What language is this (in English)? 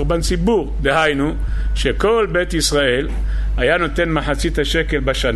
Hebrew